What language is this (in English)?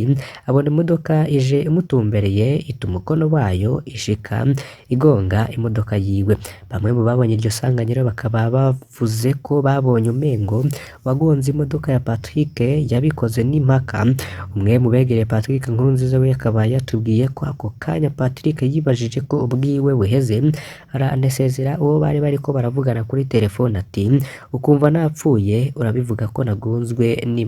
Rundi